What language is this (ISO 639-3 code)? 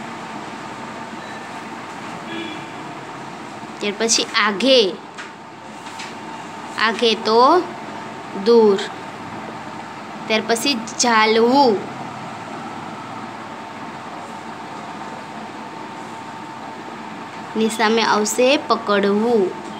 guj